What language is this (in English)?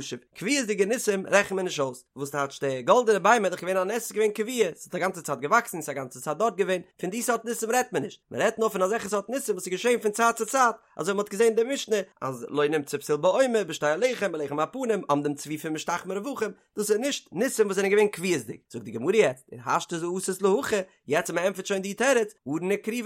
Yiddish